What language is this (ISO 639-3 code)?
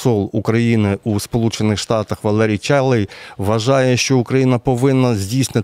ukr